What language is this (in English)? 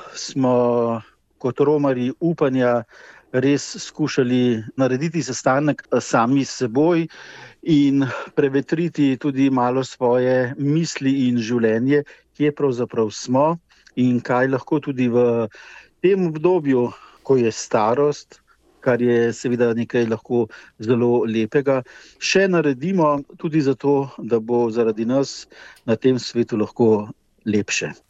Slovenian